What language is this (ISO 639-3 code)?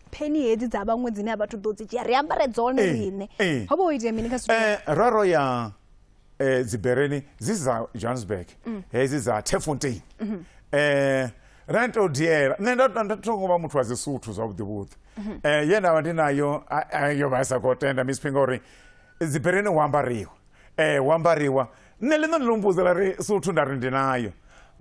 ven